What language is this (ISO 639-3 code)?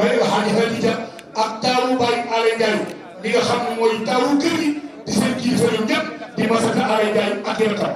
wol